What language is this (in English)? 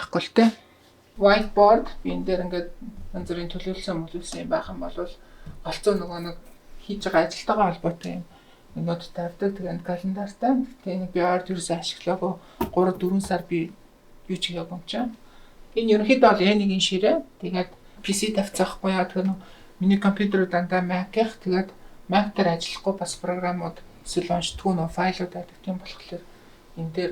Mongolian